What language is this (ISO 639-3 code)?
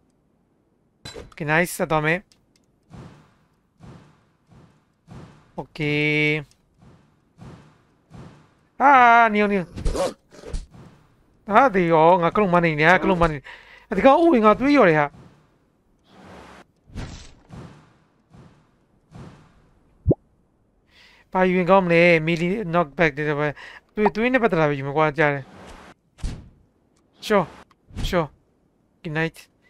mya